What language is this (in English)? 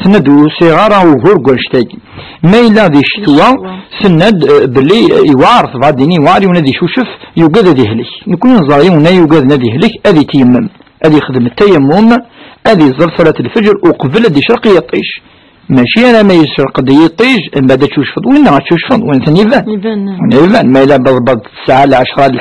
Kabyle